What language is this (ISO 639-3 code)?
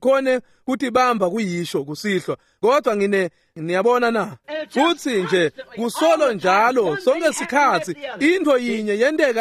ssw